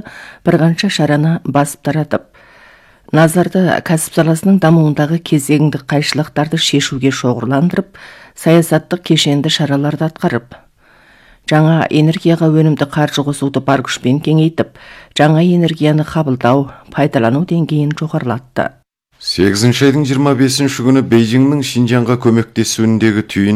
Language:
Kazakh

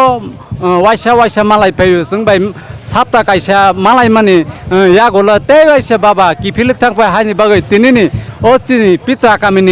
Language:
Kok Borok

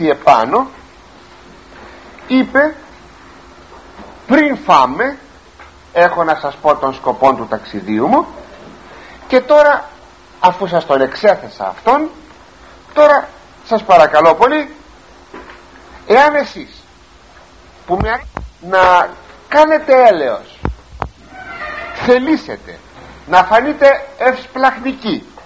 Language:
Greek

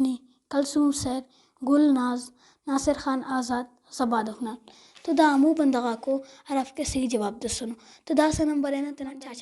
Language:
Brahui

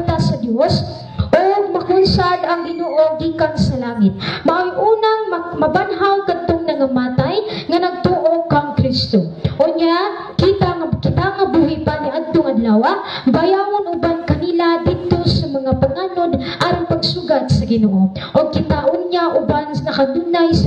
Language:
Cebuano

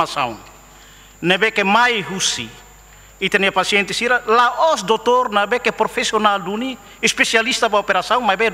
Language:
Tetum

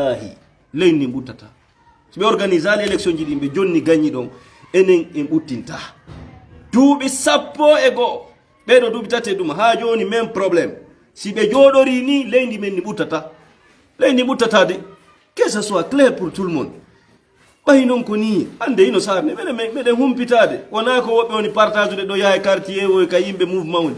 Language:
Fula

